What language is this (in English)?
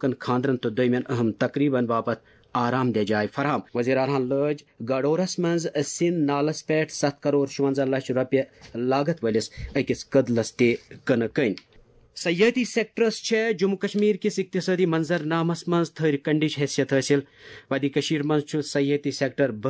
Kashmiri